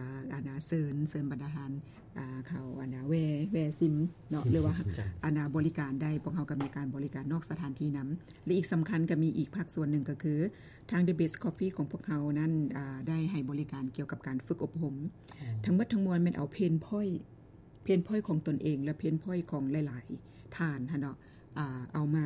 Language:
Lao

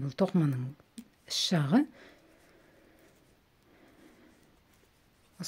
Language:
Kazakh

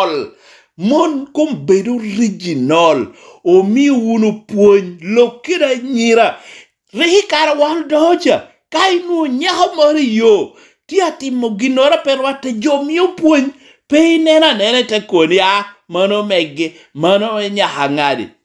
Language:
Lango (Uganda)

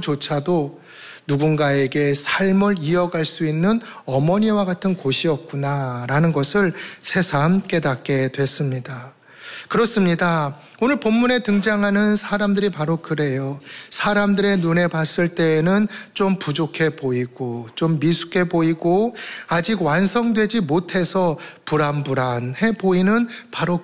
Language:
Korean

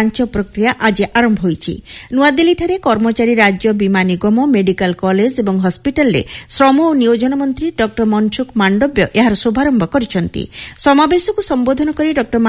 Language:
Odia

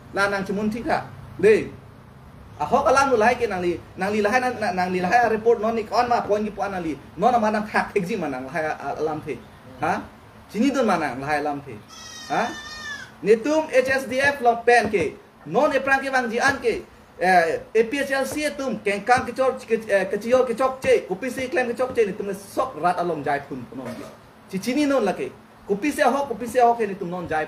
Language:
Karbi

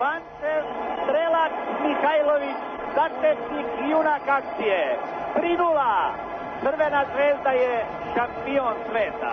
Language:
Serbian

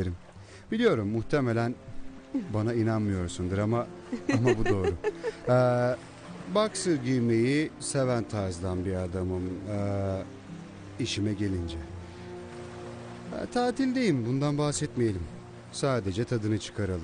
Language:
Turkish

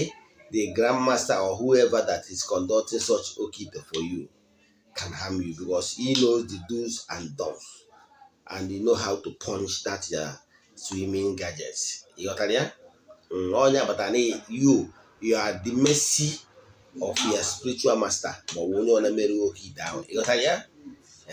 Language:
Igbo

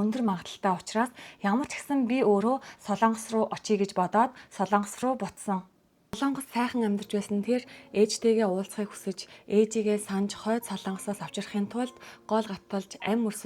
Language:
Mongolian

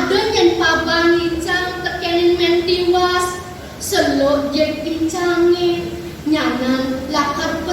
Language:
Balinese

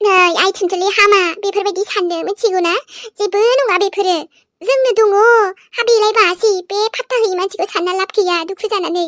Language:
Bodo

